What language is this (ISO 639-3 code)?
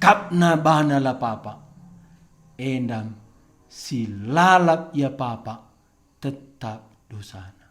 btx